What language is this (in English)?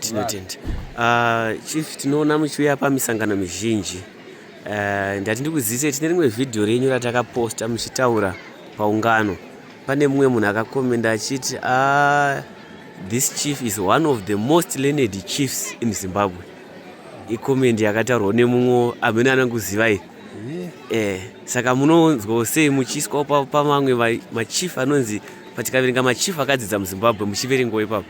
Shona